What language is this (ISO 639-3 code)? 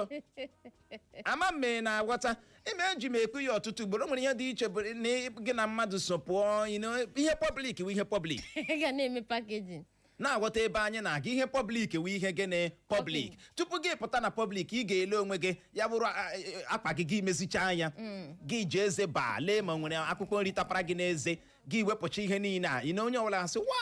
ibo